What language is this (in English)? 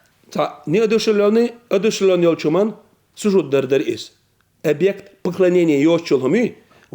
Chechen